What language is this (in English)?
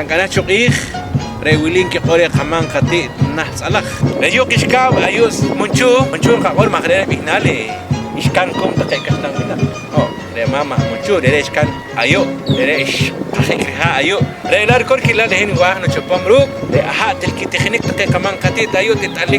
Poqomchi'